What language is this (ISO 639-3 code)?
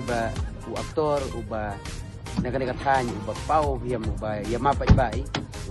kha